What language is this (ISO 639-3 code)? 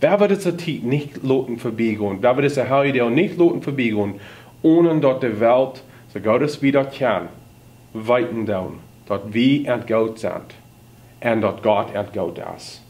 pdt